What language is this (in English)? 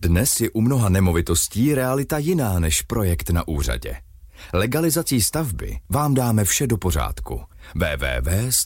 Czech